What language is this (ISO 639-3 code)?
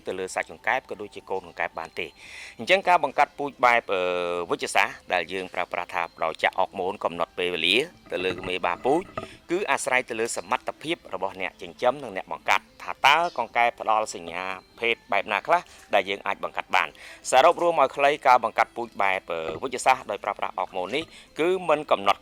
khm